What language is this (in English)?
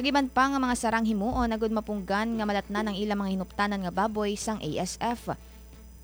Hiligaynon